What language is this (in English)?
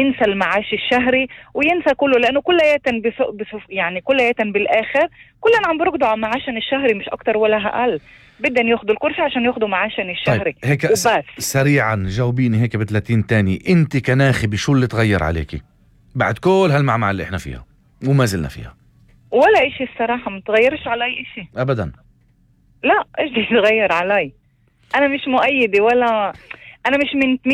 North Levantine Arabic